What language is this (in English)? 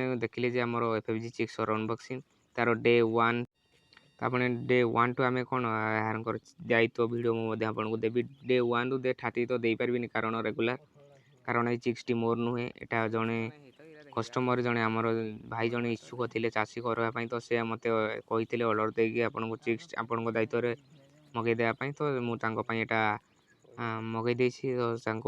Odia